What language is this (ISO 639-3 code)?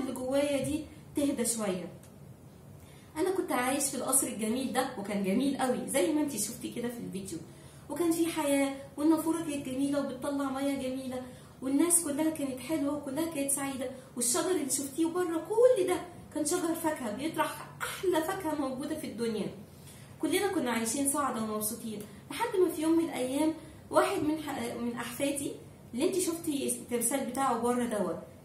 arz